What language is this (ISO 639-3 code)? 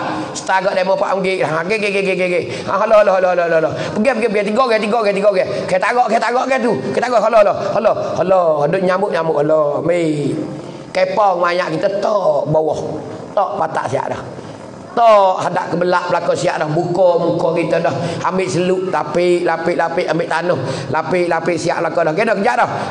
msa